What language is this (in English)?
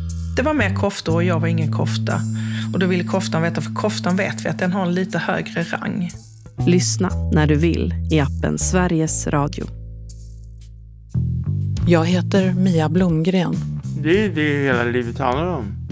Swedish